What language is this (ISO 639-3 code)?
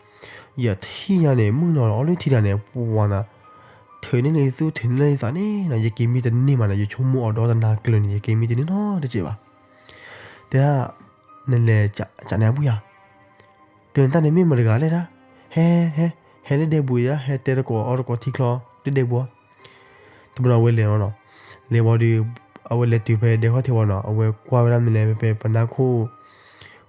ksw